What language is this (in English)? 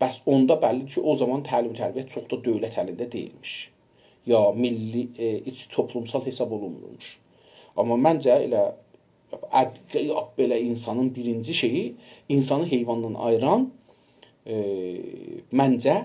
South Azerbaijani